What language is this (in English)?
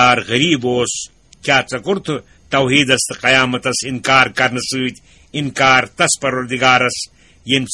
Kashmiri